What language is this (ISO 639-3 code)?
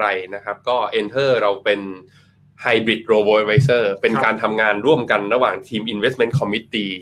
tha